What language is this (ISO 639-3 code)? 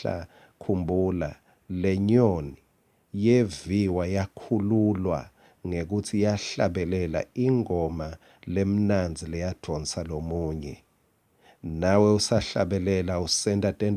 ssw